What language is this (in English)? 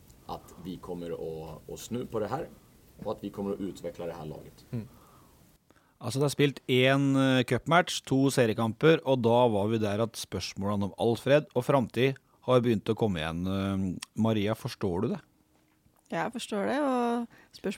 Norwegian